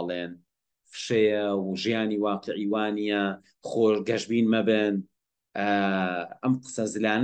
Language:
Central Kurdish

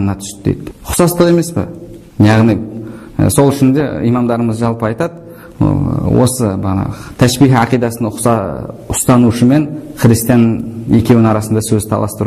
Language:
Kazakh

